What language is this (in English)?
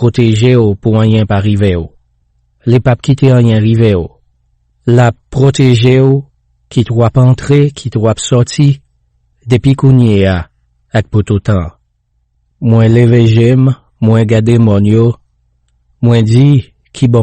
Haitian Creole